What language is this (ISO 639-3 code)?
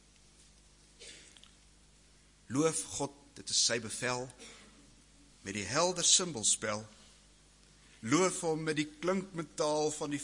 afr